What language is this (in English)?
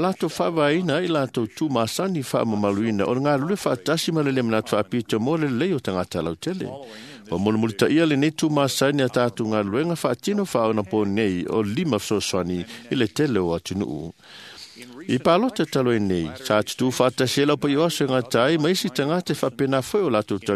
Samoan